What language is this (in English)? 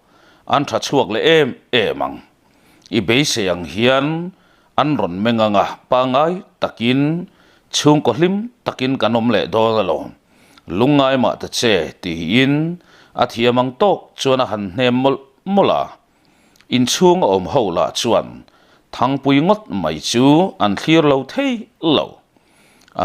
Mizo